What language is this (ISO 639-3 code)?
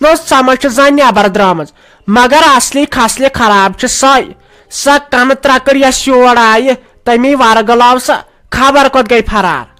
kas